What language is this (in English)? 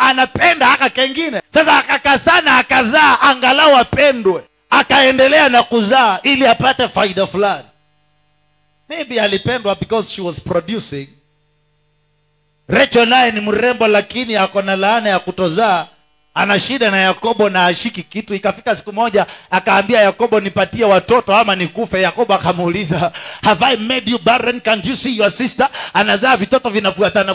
Swahili